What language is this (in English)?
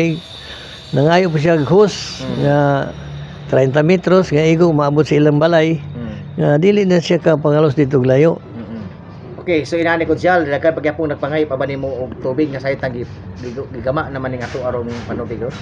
Cebuano